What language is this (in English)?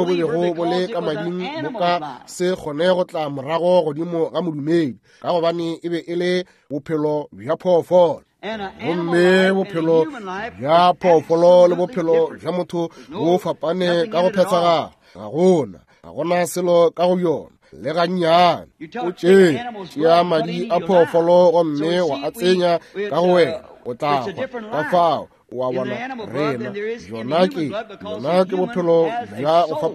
Northern Sotho